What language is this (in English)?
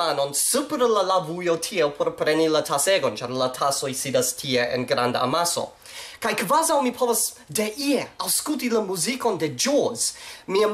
Esperanto